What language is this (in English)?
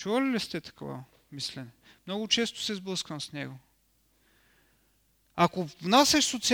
Bulgarian